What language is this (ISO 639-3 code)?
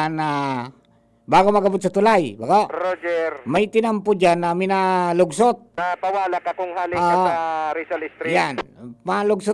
bik